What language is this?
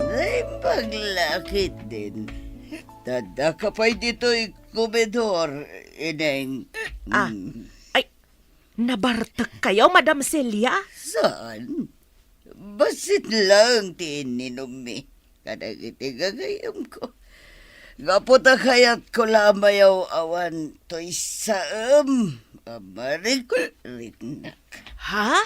Iloko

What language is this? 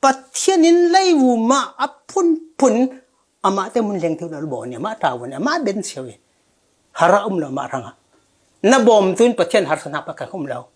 Falam Chin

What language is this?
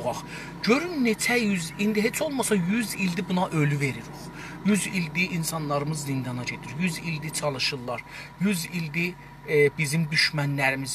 South Azerbaijani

